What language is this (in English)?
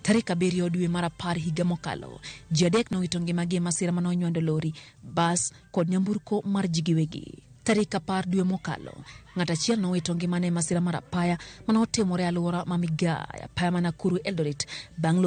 Luo (Kenya and Tanzania)